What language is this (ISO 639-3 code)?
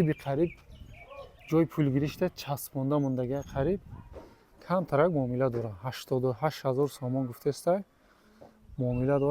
tgk